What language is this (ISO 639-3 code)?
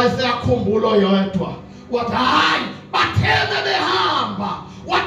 zul